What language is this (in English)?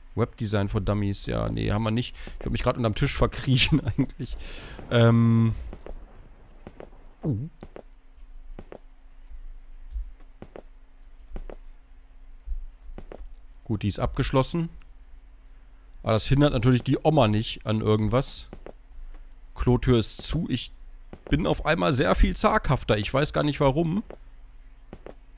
German